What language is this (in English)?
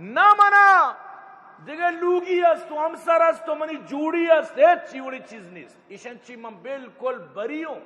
Eastern Balochi